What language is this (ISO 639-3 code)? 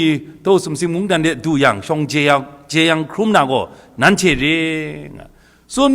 kac